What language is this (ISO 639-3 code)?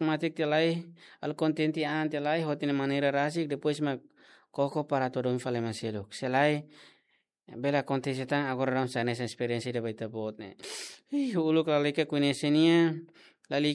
tet